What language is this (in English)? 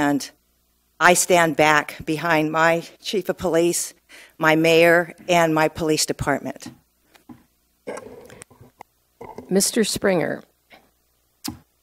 English